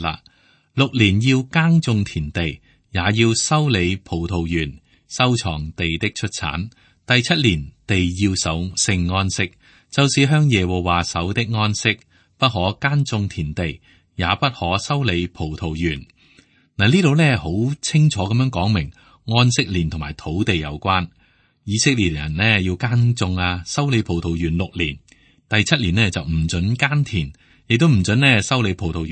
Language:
Cantonese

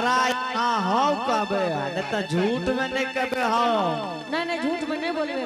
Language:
Angika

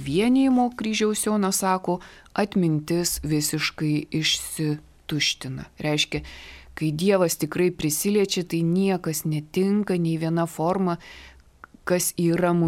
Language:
Lithuanian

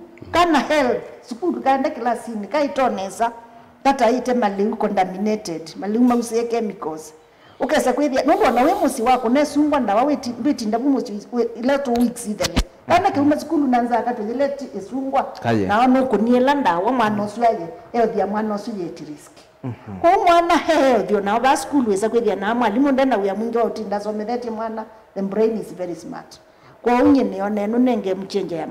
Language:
Kamba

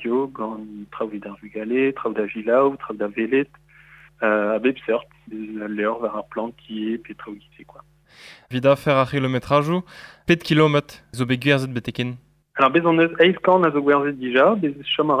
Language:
Breton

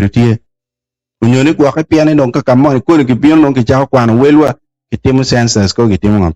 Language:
Acoli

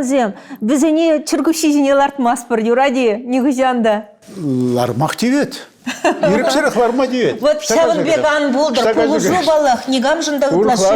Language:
Chuvash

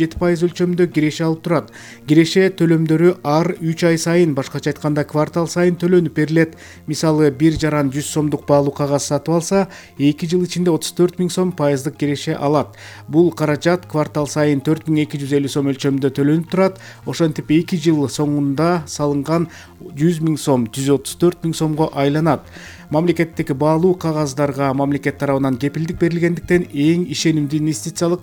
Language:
Kyrgyz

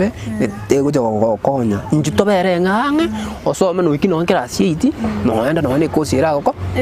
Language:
Gusii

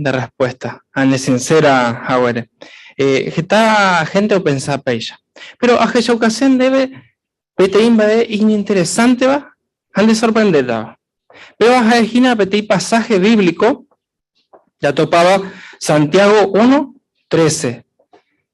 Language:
Guarani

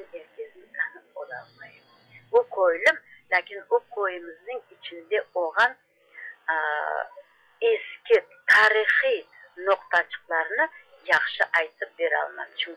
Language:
Crimean Tatar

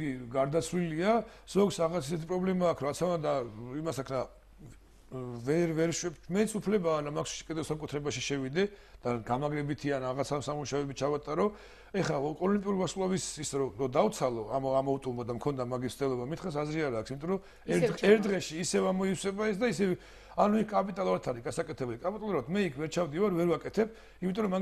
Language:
Georgian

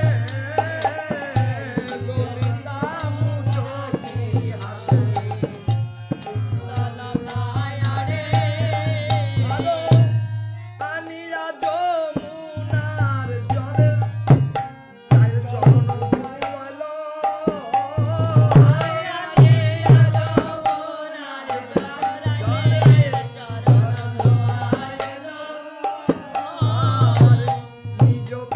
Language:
Bangla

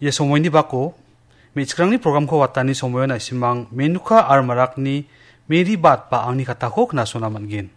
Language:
Garo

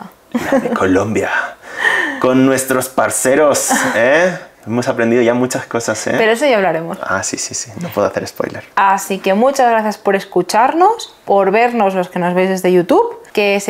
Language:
Spanish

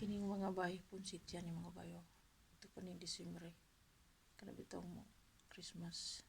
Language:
Cebuano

